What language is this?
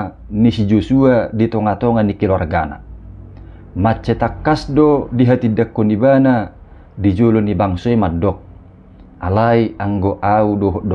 Batak Toba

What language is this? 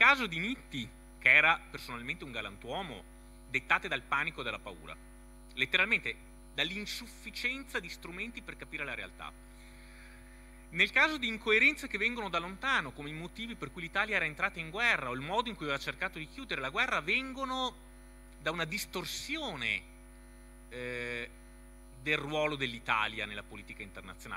Italian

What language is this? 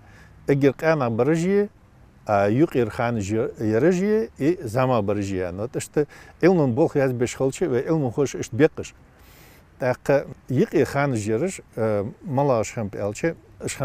Ingush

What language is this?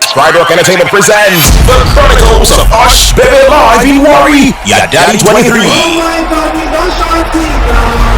Nigerian Pidgin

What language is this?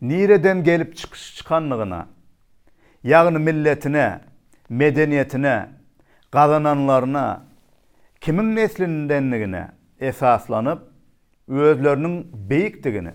Turkmen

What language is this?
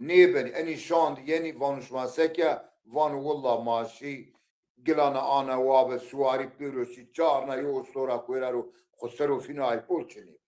Zaza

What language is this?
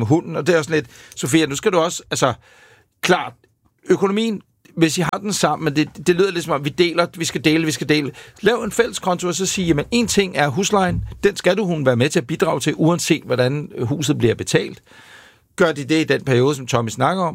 Danish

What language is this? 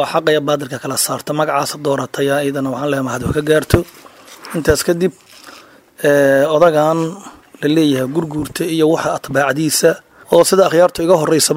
Somali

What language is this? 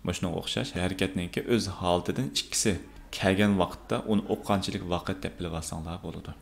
Uyghur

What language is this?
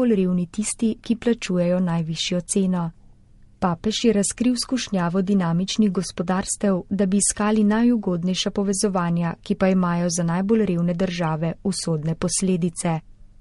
Slovenian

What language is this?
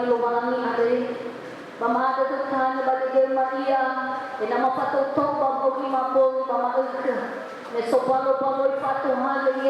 Nias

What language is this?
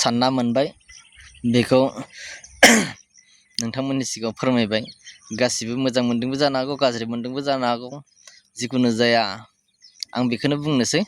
Bodo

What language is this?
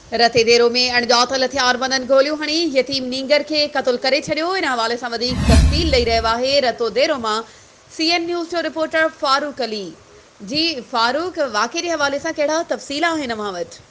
Sindhi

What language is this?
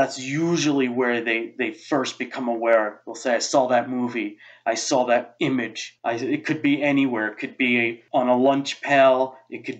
English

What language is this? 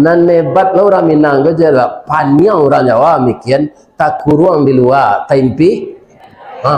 Minangkabau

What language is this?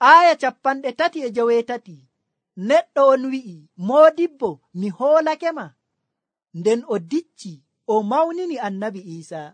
Nigerian Fulfulde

